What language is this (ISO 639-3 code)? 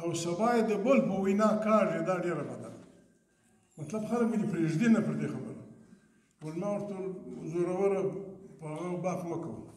pus